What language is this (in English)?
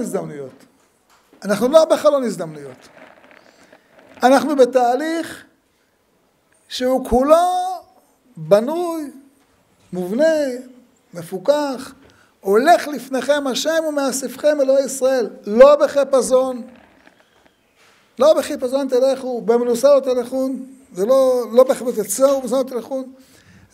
Hebrew